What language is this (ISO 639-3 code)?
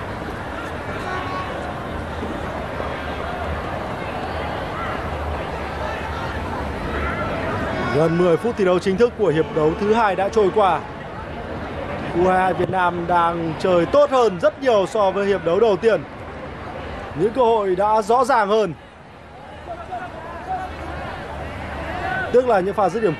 vie